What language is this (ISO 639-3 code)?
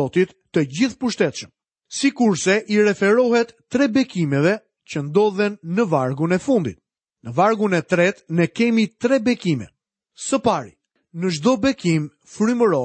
sqi